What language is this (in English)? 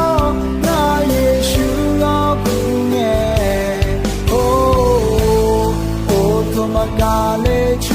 Akha